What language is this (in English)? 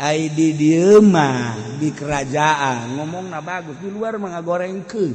Sundanese